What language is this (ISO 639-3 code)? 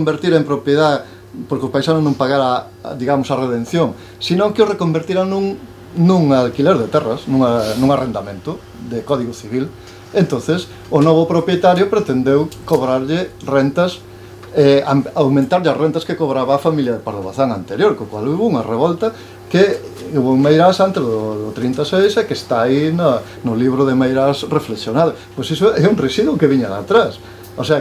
glg